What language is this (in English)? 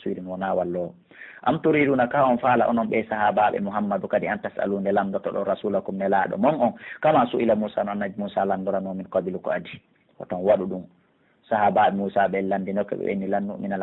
Pular